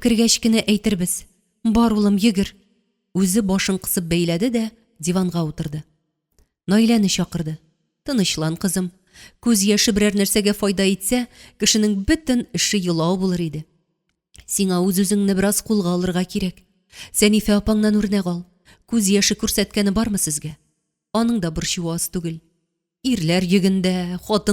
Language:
Tatar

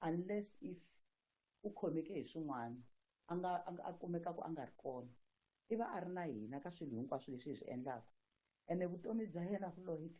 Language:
Tsonga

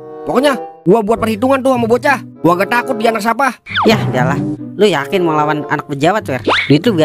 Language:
Betawi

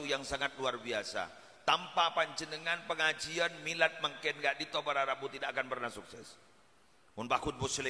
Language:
Madurese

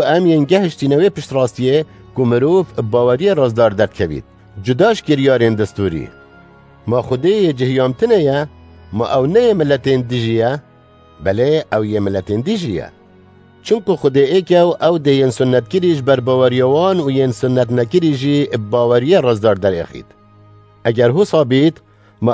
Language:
Kurdish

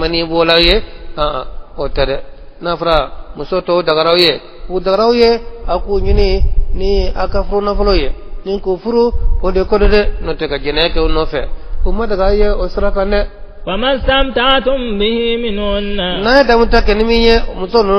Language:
Bambara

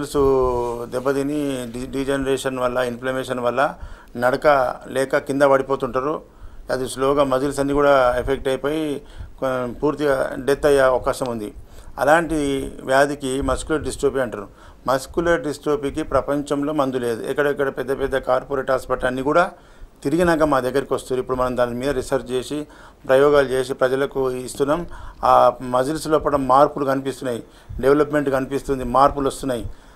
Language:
Telugu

